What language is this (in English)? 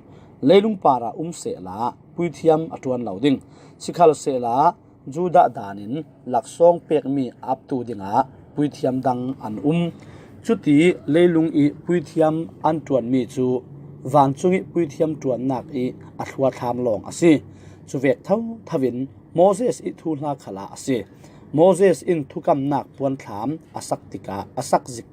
Falam Chin